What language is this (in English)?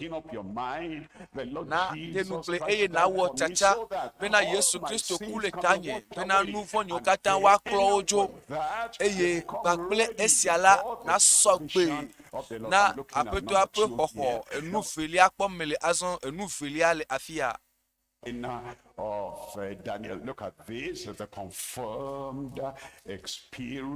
Ewe